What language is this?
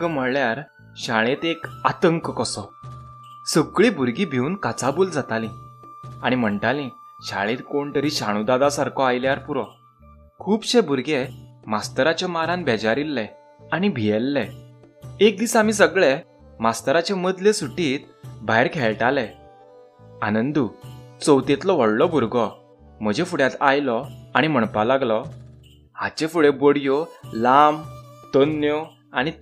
Konkani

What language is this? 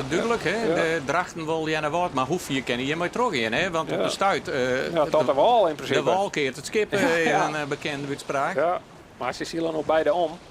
Western Frisian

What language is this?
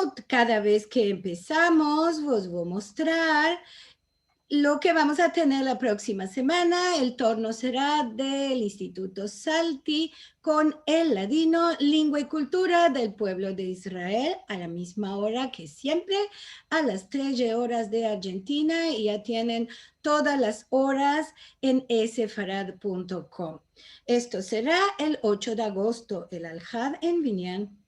Ladino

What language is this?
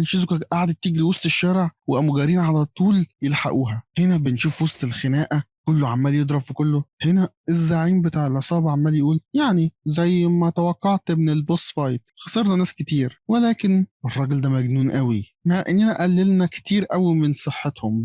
Egyptian Arabic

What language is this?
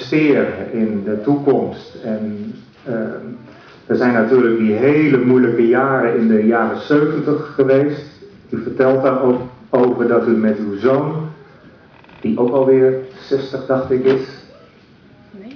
Dutch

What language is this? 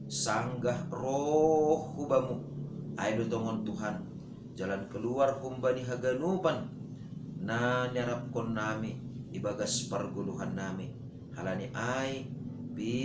Batak Simalungun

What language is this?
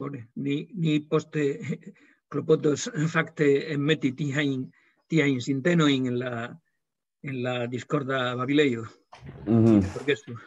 Esperanto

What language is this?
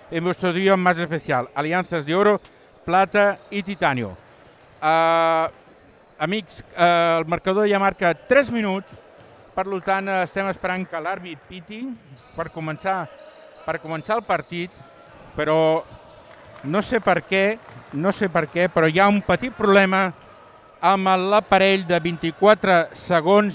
Catalan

